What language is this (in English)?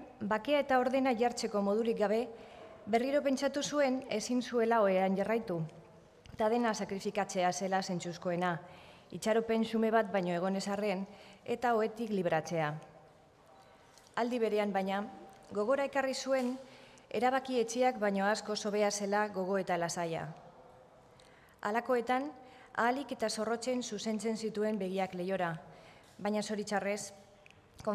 Basque